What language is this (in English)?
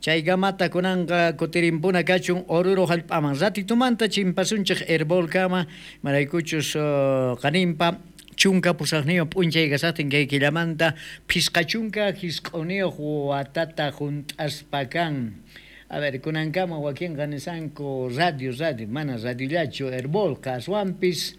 South Bolivian Quechua